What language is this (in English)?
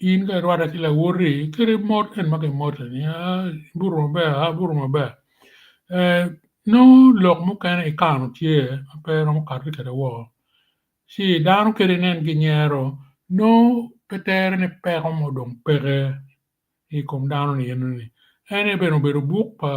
Acoli